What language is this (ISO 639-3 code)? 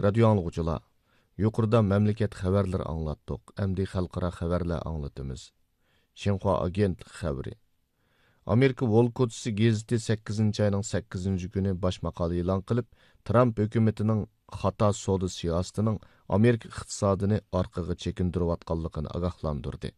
uig